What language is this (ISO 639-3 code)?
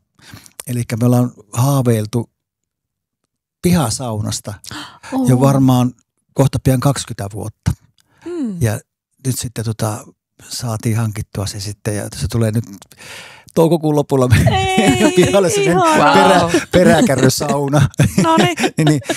fin